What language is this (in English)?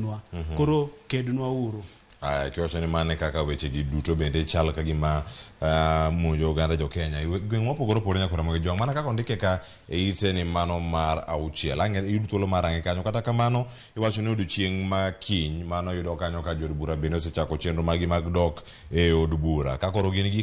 Luo (Kenya and Tanzania)